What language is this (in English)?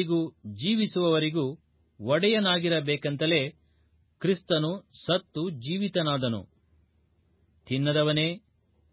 Kannada